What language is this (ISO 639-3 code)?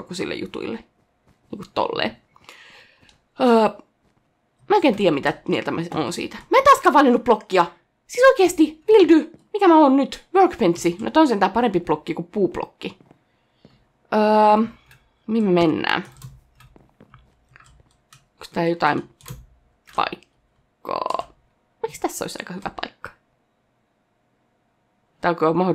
fin